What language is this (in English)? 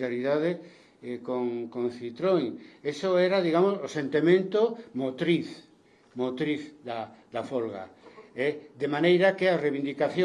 Galician